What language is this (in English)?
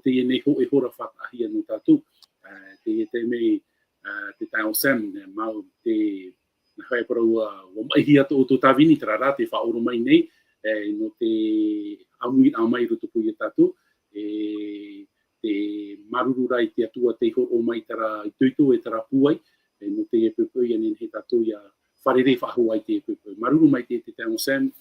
Tahitian